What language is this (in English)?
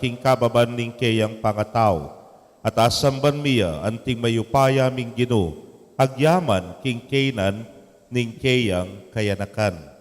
Pampanga